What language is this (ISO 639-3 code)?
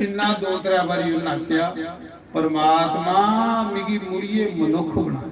doi